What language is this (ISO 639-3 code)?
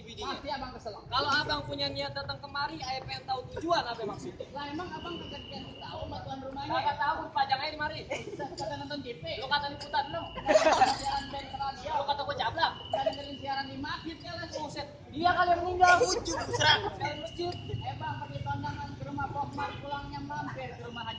bew